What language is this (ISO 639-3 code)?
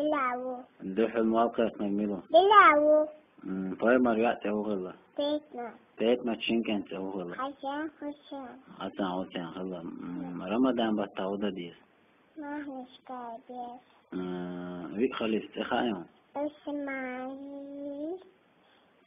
che